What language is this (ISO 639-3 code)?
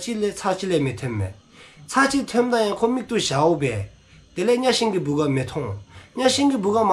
dzo